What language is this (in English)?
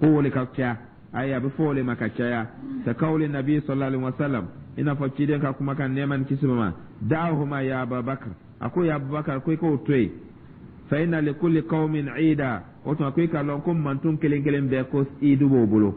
Dyula